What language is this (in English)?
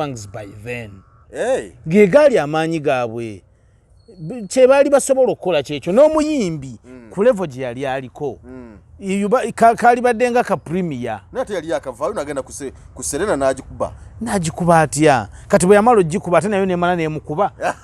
Ganda